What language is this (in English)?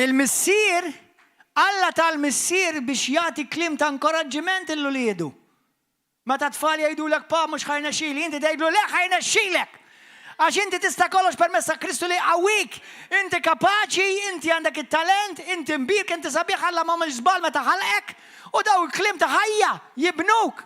Maltese